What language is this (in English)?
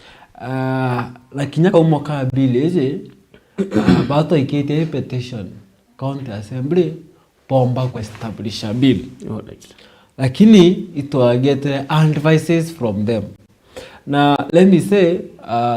Meru